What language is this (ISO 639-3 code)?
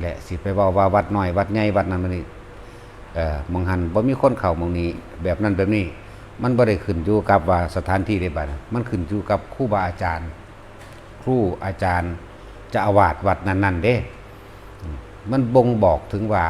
tts